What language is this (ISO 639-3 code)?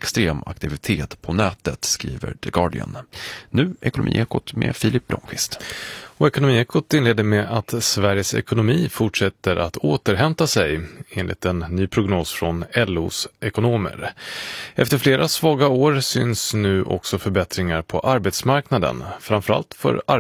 swe